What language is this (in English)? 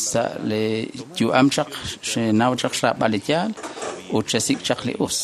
Kekchí